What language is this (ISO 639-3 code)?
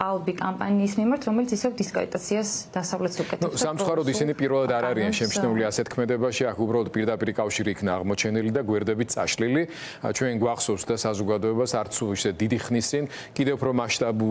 kat